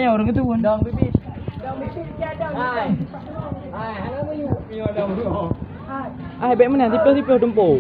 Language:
Achinese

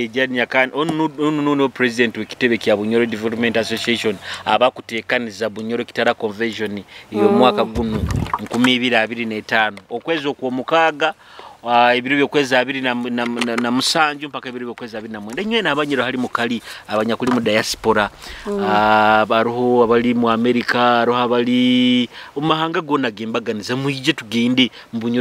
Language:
Nyoro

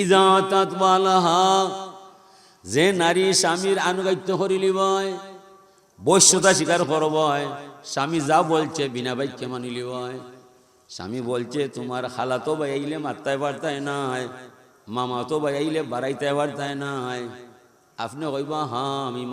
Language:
Sylheti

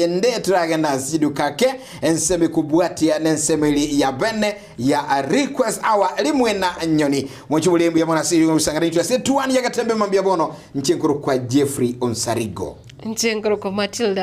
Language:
Gusii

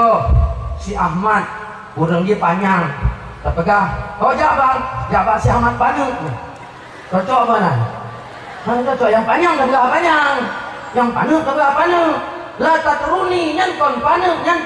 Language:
Achinese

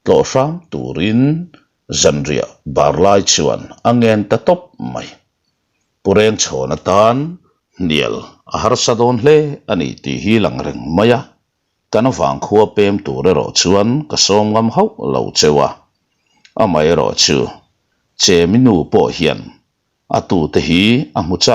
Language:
Mizo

